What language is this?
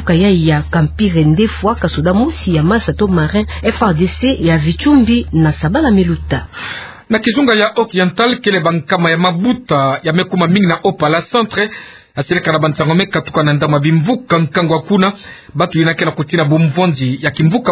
Kituba (Democratic Republic of Congo)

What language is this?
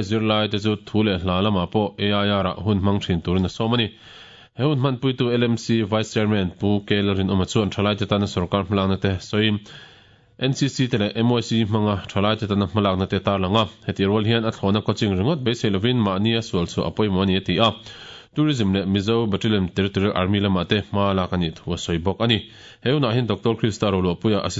Mizo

